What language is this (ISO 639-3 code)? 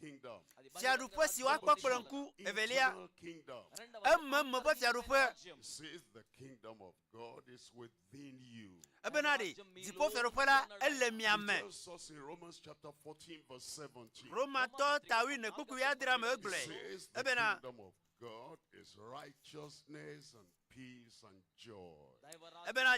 ewe